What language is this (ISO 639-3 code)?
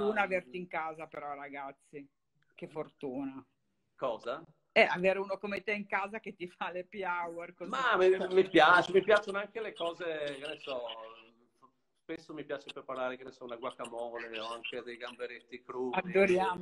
ita